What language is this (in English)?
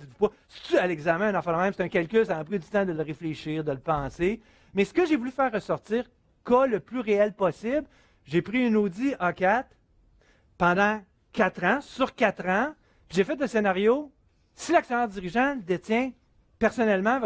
French